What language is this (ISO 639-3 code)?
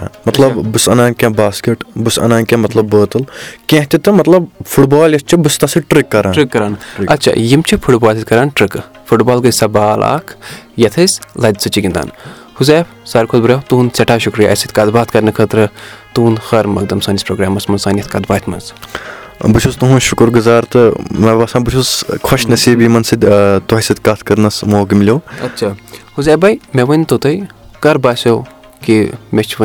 kas